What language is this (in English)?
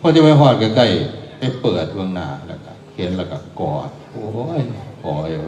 Northeastern Thai